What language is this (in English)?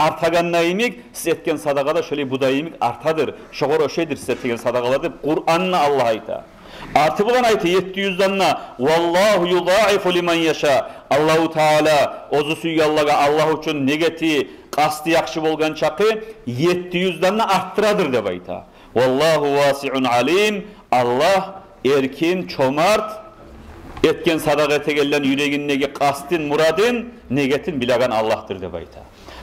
Kumyk